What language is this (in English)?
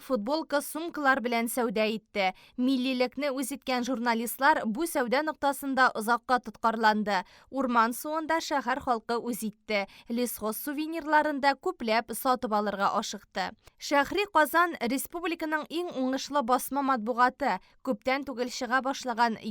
Tatar